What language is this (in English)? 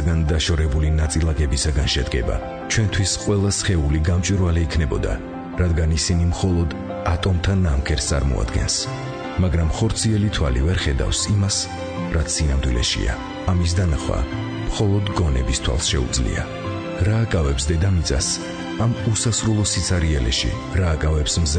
Georgian